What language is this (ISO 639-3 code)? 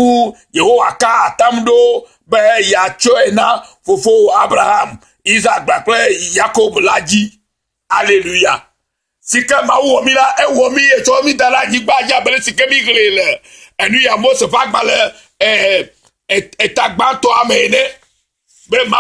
ewe